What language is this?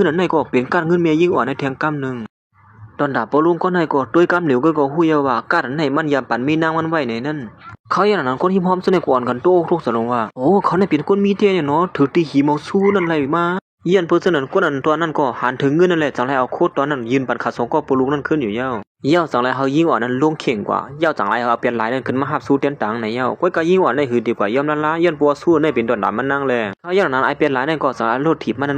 Shan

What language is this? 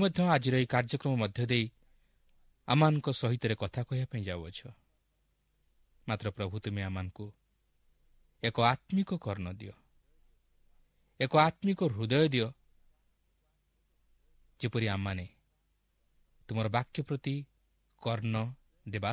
Odia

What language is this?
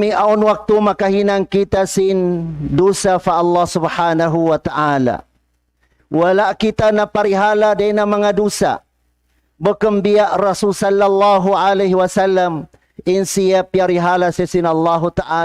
Tausug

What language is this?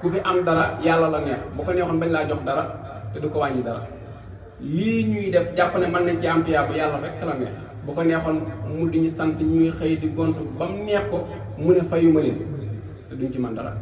Wolof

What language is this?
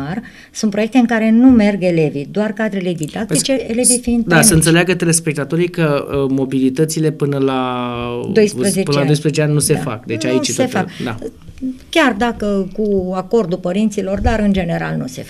Romanian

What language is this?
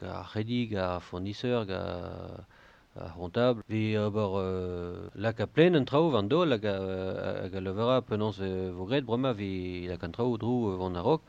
Breton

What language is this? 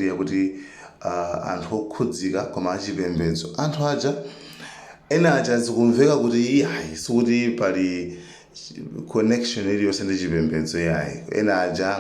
Nyanja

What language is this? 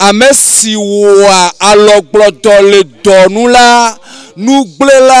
Ewe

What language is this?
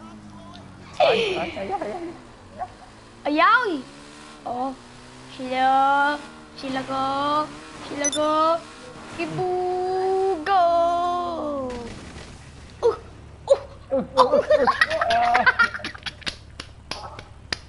Vietnamese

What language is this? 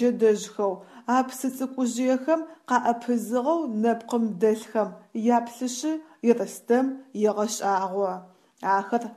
Adyghe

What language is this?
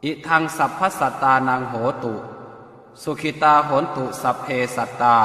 Pali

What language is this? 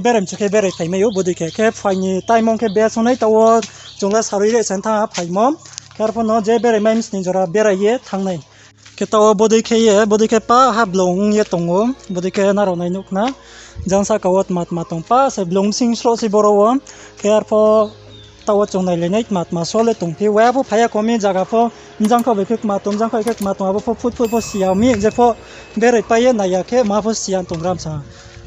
Riang (India)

